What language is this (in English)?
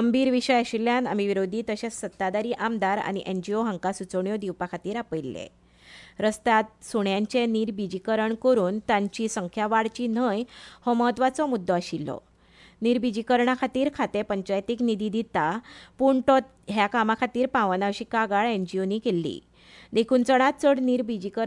Konkani